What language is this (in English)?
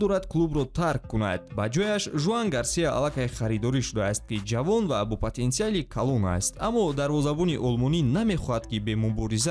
Tajik